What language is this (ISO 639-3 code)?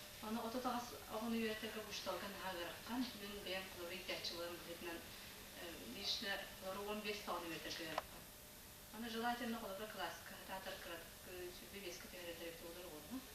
sah